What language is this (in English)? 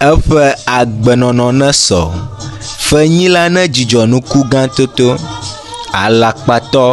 Ewe